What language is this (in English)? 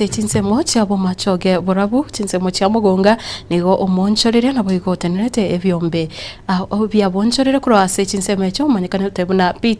Gusii